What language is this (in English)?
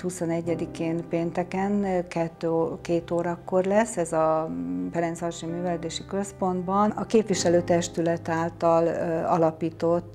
Hungarian